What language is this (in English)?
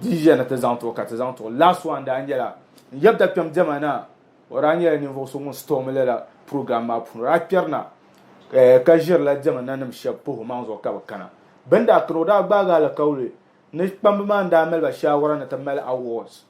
Dagbani